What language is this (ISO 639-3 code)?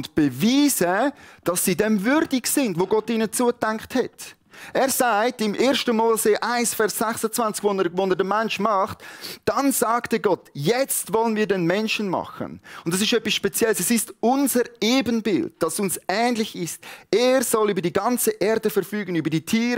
gsw